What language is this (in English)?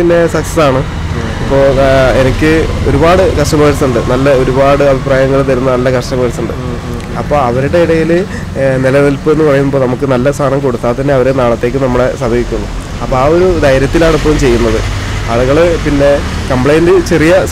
Malayalam